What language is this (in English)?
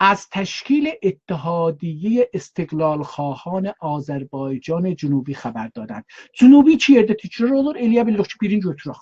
South Azerbaijani